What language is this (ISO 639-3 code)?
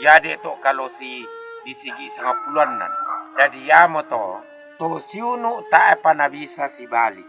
sda